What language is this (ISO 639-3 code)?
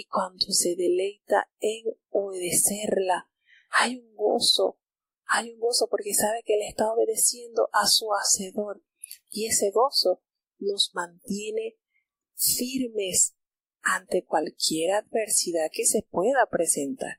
spa